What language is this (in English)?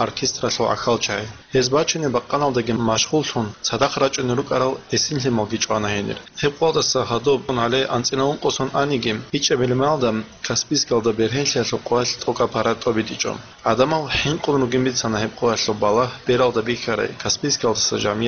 Avaric